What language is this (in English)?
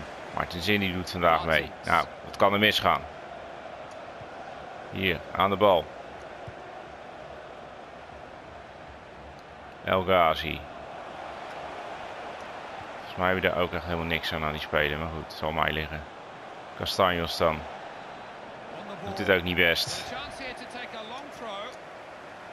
Dutch